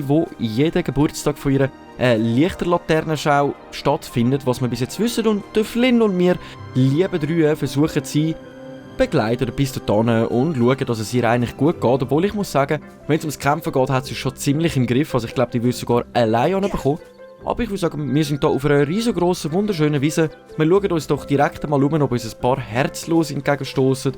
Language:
Swiss German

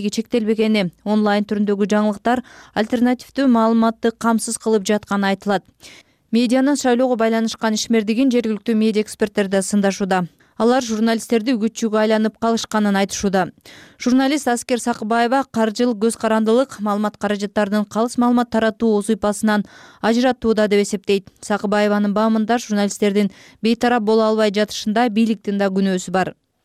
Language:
Kyrgyz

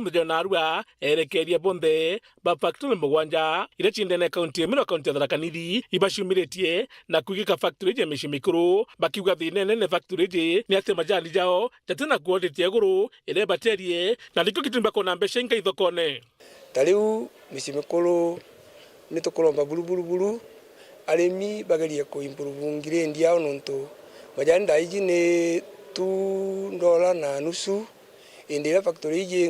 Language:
Meru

